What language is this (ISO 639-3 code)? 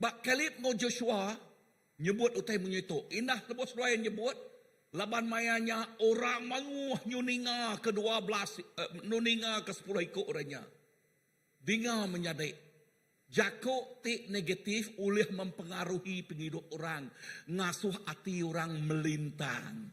iba